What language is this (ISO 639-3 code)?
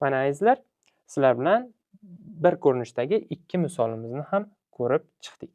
uzb